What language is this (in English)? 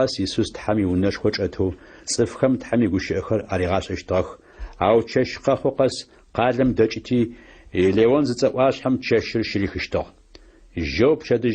Adyghe